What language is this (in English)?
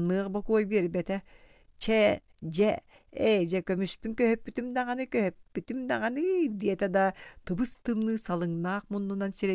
Yakut